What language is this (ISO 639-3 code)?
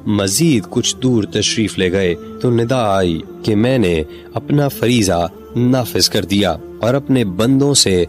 urd